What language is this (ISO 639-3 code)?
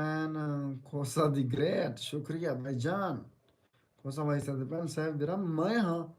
skr